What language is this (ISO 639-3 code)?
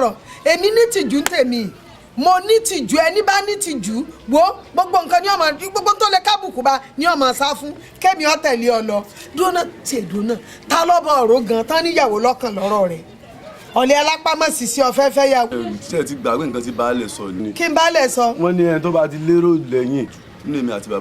yor